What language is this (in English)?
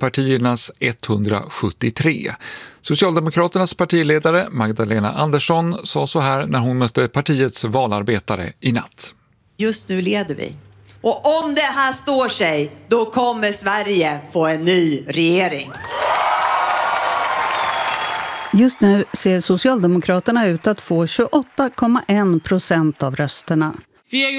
Swedish